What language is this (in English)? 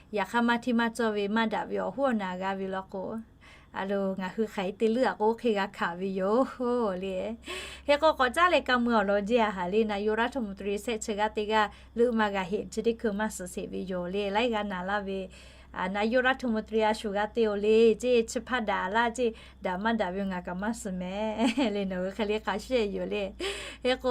Lahu